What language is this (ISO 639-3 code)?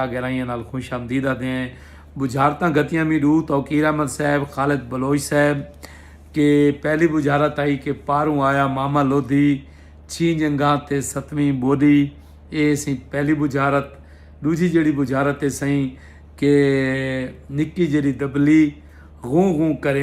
skr